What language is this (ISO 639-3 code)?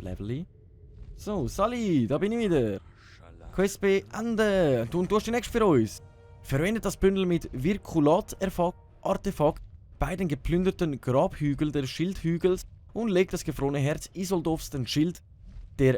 gsw